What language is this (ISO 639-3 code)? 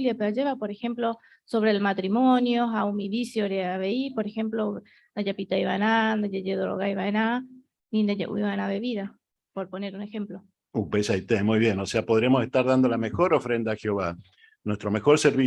grn